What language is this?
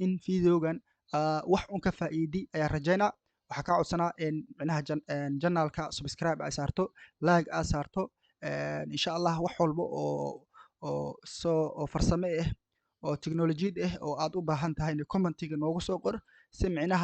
Somali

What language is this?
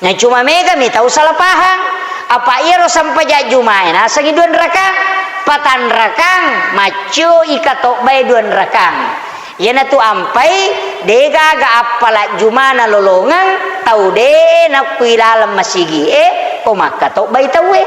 Buginese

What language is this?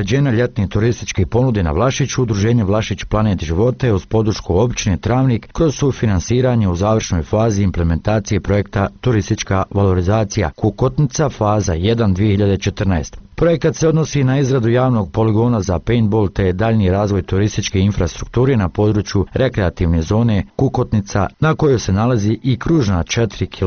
Bosnian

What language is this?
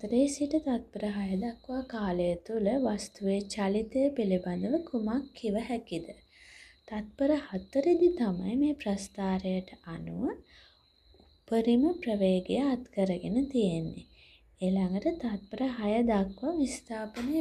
Sinhala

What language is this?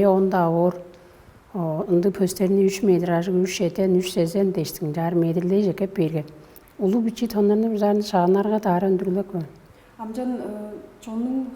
Tuvinian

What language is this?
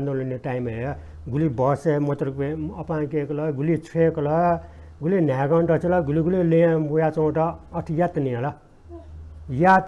Newari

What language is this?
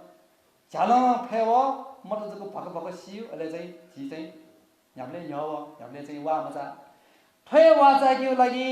Newari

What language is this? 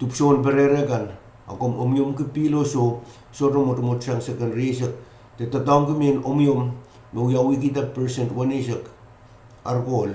Pohnpeian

